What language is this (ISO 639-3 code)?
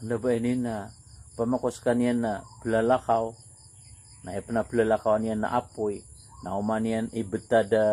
mrw